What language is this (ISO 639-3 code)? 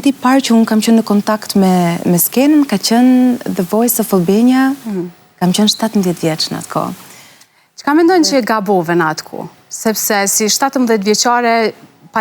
sqi